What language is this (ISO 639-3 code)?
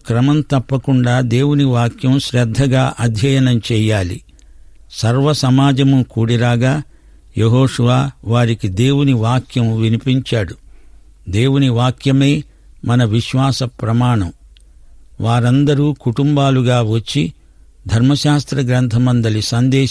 tel